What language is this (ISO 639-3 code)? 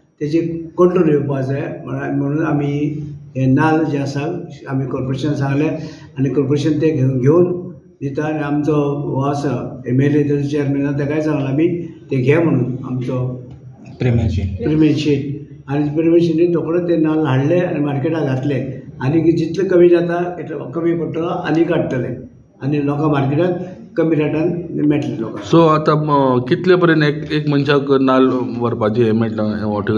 kok